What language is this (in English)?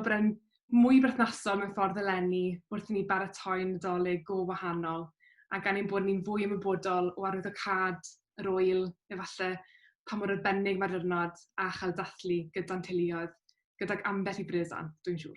Welsh